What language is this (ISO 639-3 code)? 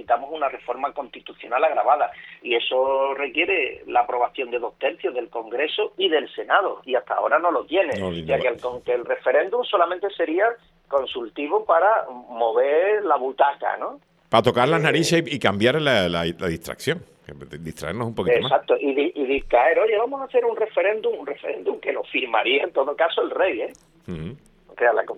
spa